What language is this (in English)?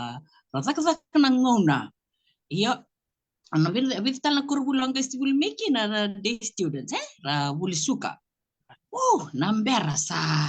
Fijian